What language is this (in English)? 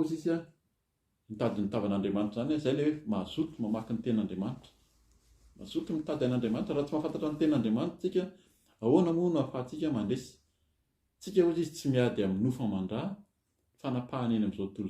Malagasy